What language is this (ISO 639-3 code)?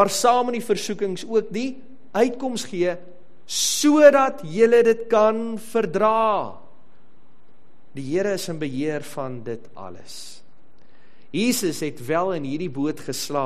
afr